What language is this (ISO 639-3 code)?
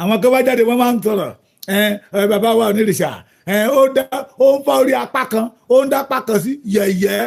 yor